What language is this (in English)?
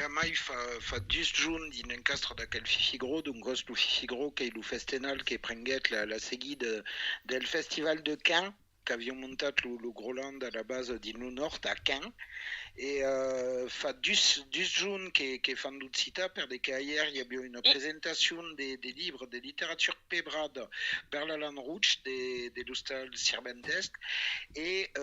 Occitan